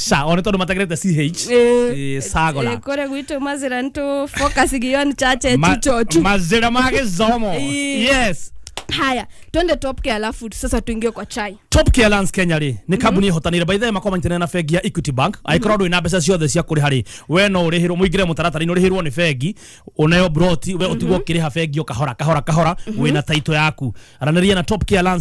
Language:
Kikuyu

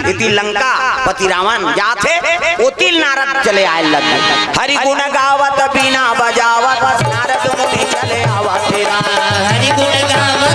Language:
Chhattisgarhi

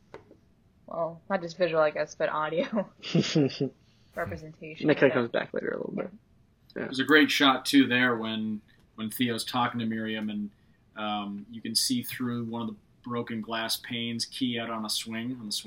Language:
English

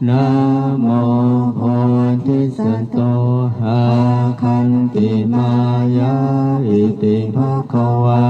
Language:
Pali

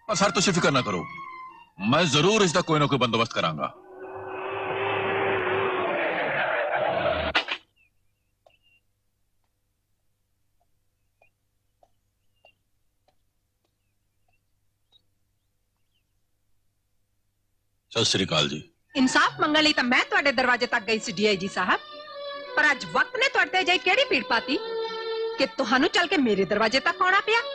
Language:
Punjabi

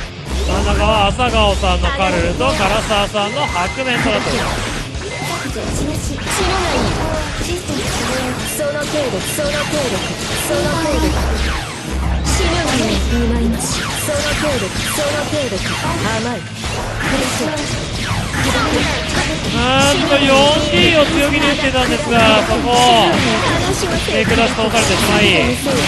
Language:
Japanese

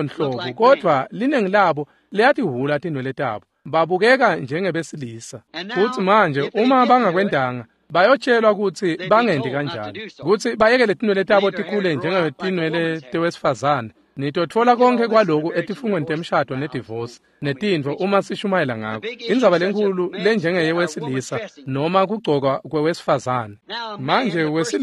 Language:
Swati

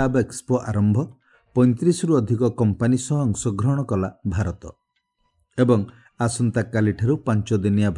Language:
Odia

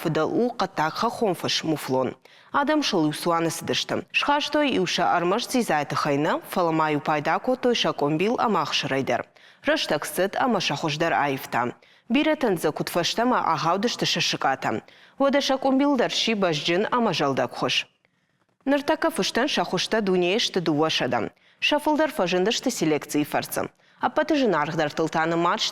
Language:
Ossetic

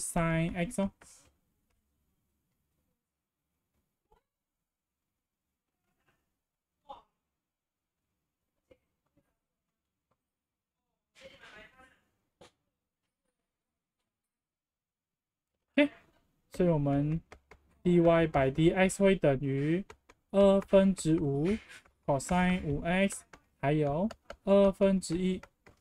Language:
Chinese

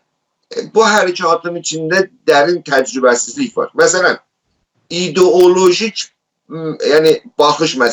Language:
South Azerbaijani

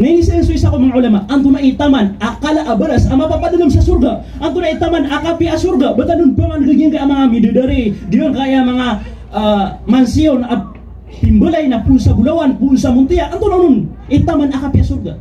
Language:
Maranao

